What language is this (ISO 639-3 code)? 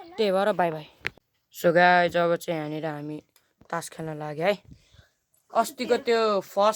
nep